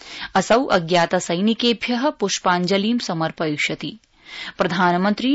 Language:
Sanskrit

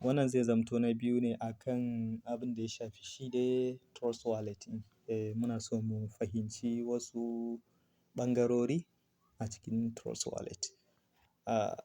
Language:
Hausa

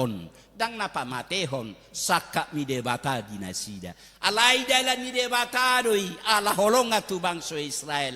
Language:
Batak Toba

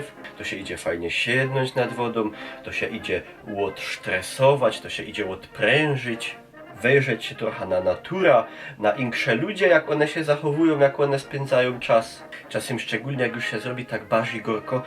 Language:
Silesian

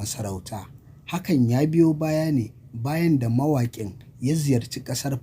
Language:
Hausa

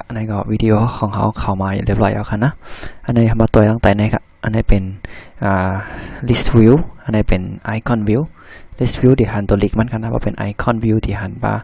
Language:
Shan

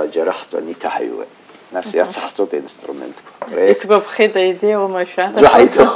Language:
Abkhazian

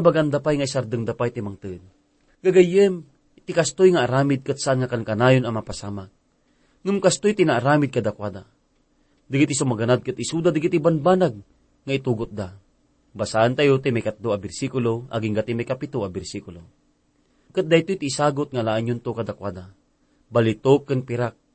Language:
Iloko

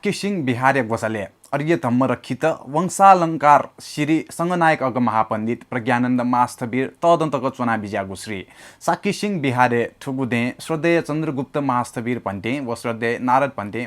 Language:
Newari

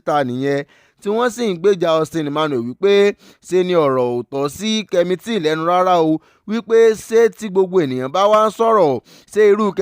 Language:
Yoruba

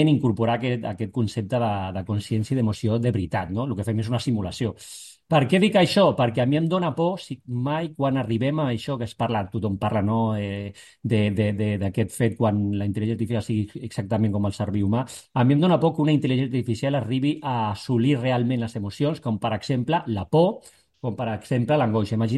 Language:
Catalan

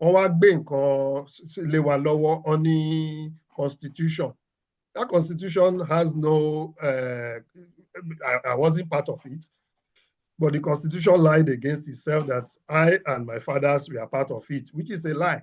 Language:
Yoruba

